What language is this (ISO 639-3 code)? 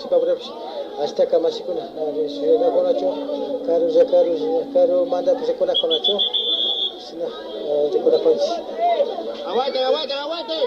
qvi